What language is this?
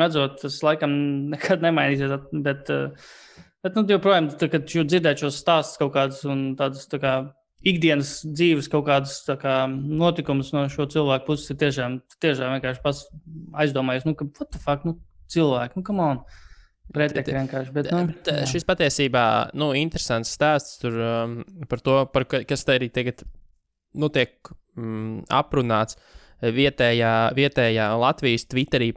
Latvian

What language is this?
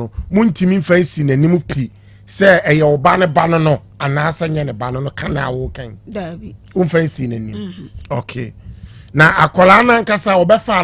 Akan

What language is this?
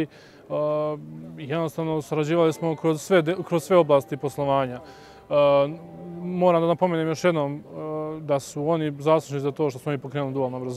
Serbian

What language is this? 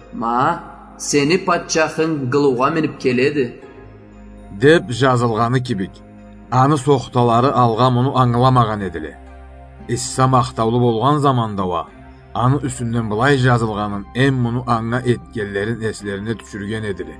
Karachay-Balkar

